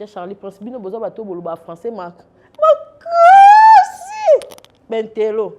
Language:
Lingala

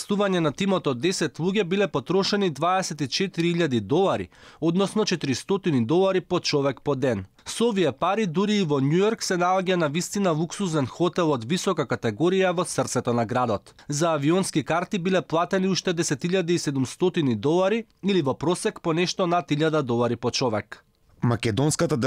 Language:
Macedonian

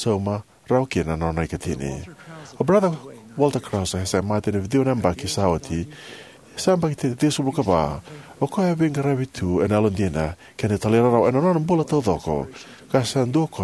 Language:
Fijian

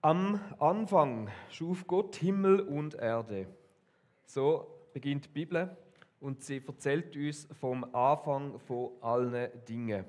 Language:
Swiss German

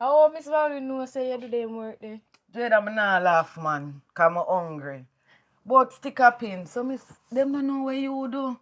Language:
Jamaican Creole English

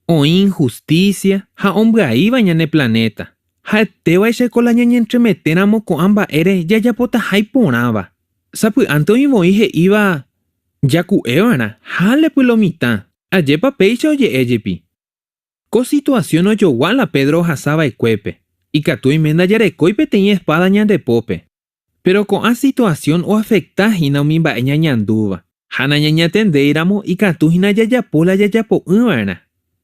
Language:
Guarani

